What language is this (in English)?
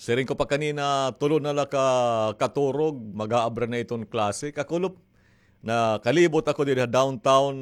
Waray